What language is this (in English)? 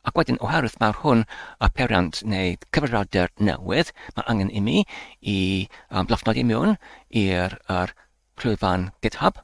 Welsh